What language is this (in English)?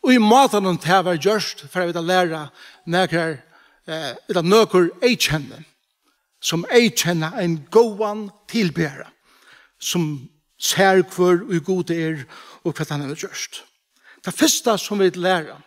Faroese